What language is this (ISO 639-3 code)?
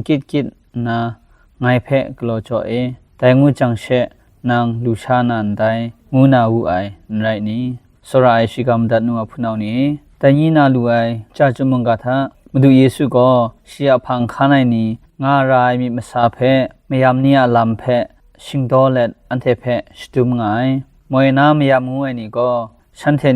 kac